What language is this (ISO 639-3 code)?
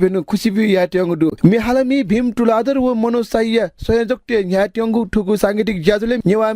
new